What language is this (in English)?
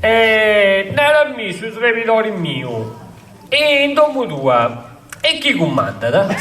Sardinian